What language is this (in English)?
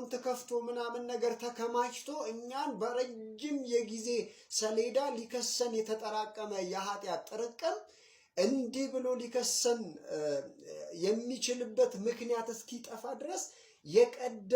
Amharic